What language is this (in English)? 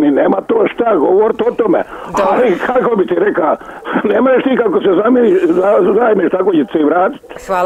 Croatian